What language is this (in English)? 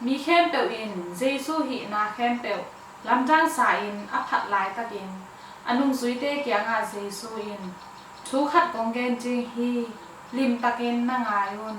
Tedim Chin